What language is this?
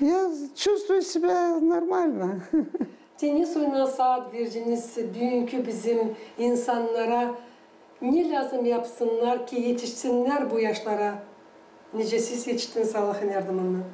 Gagauz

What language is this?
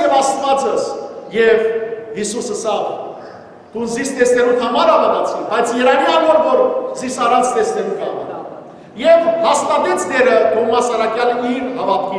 Western Armenian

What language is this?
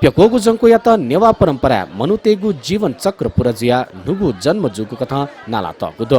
Newari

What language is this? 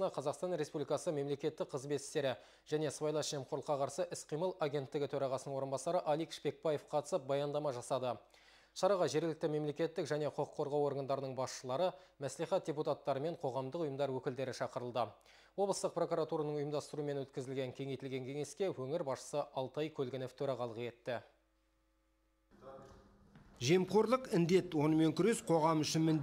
Kazakh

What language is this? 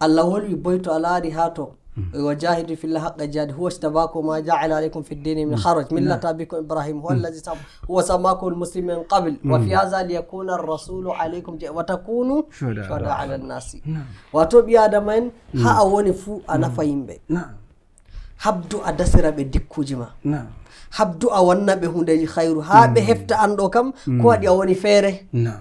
Nigerian Fulfulde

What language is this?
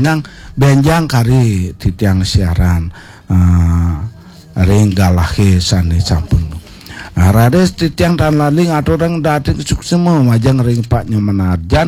Balinese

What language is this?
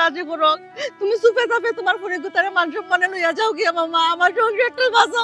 Sylheti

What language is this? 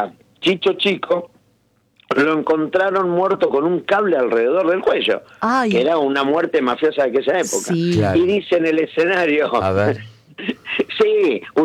Spanish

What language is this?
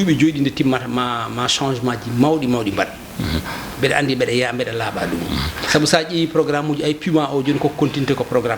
Fula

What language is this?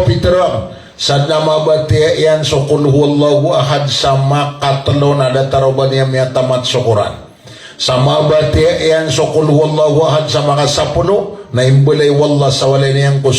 Maranao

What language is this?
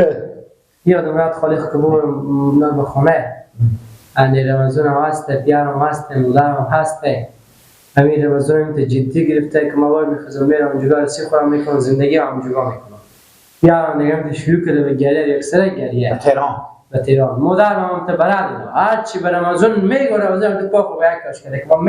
Persian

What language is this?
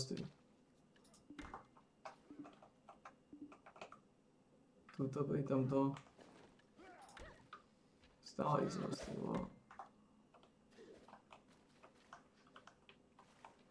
Slovak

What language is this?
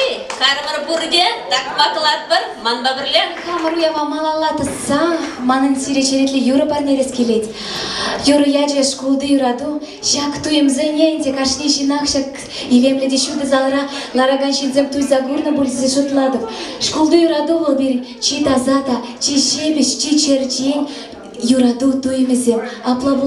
Chuvash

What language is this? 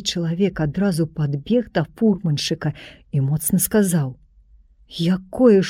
Belarusian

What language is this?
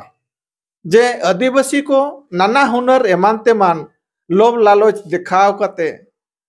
Santali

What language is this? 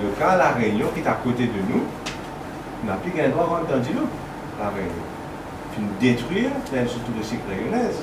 Morisyen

